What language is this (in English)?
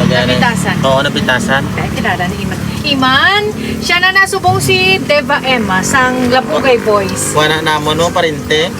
Hiligaynon